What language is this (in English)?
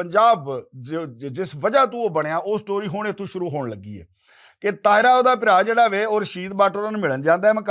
Western Panjabi